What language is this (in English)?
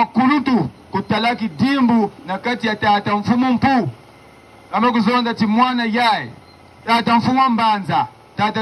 Kituba (Democratic Republic of Congo)